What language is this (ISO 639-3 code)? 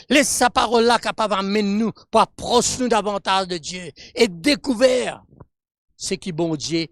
mfe